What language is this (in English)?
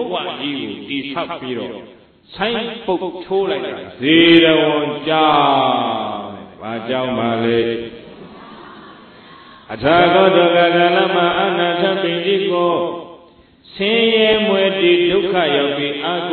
Burmese